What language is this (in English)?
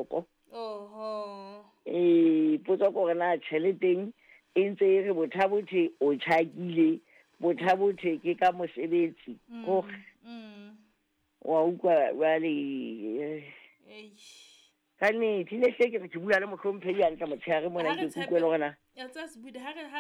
Southern Sotho